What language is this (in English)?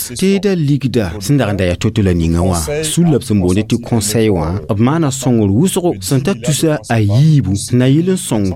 Mossi